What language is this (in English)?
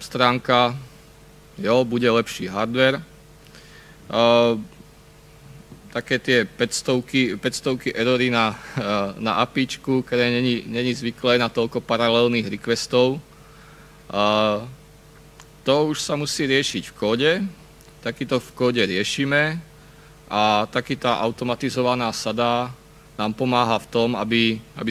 Slovak